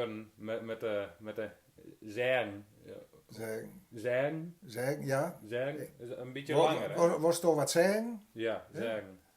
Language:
Gronings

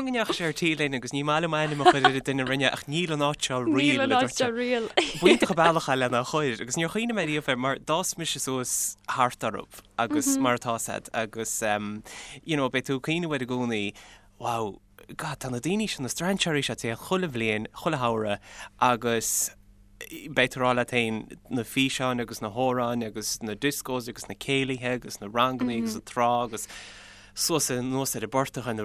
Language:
Irish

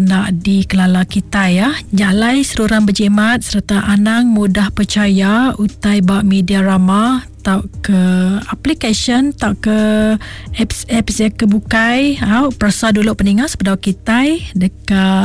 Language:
Iban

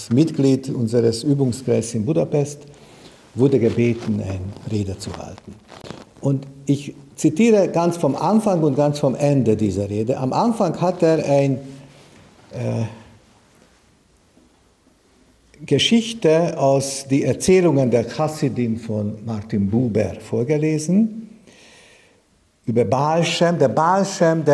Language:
German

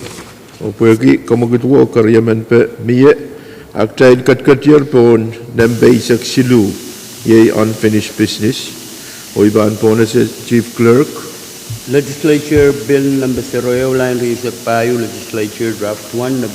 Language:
Pohnpeian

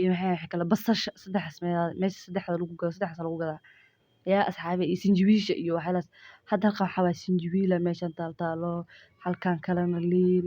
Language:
Somali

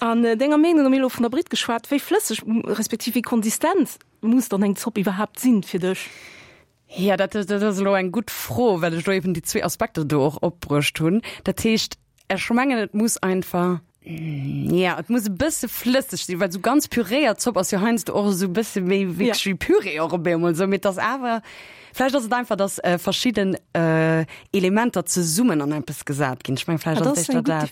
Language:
Luxembourgish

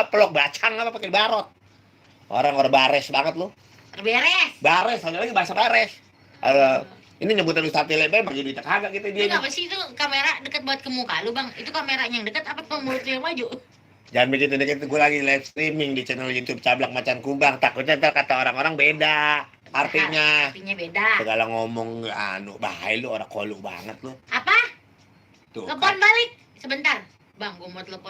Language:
Betawi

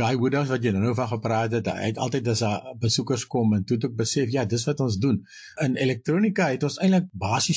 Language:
Afrikaans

